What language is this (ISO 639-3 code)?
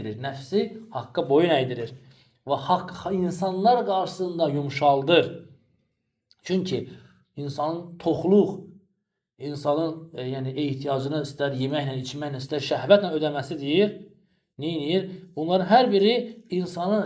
aze